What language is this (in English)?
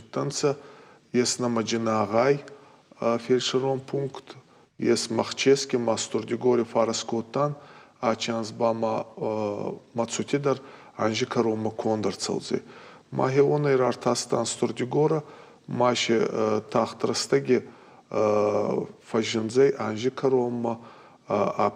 Ossetic